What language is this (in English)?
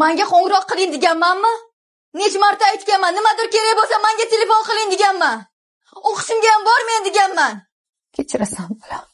Uzbek